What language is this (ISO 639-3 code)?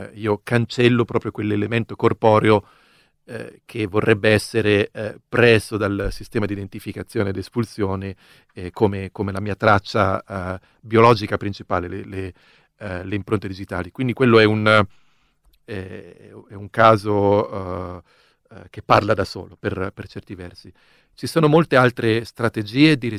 ita